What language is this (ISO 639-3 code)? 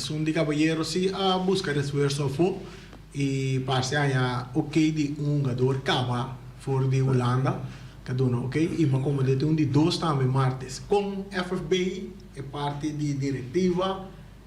pap